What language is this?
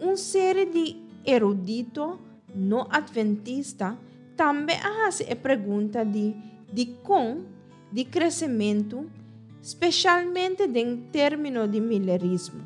Papiamento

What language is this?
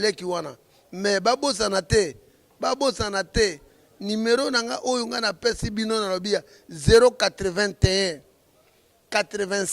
Lingala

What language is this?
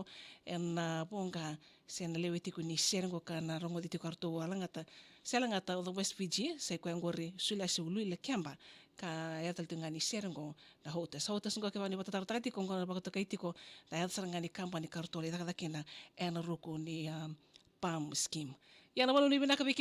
Fijian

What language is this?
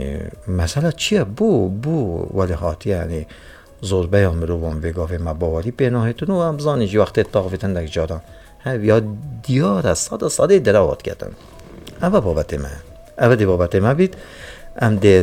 Kurdish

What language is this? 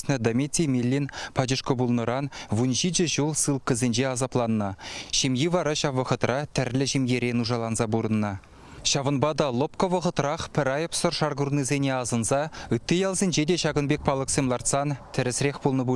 Chuvash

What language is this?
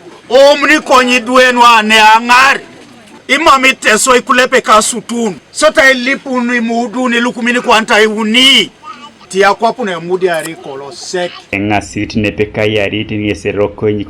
Teso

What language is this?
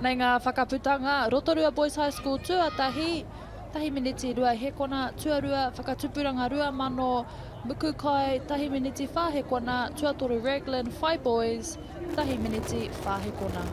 Māori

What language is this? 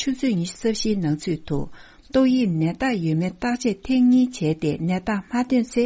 Tibetan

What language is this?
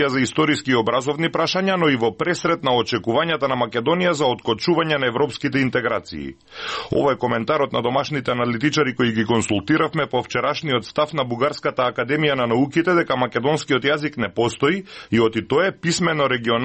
Macedonian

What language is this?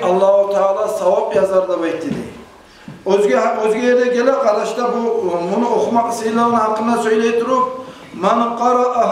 Kumyk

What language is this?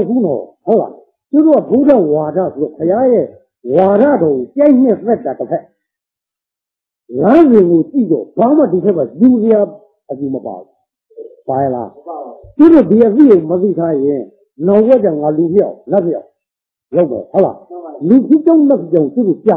Burmese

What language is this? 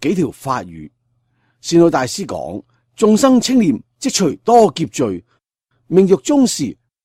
Cantonese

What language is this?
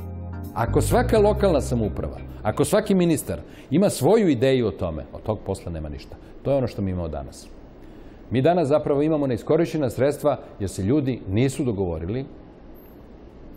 Serbian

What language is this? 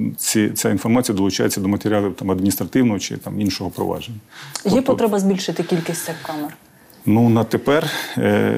Ukrainian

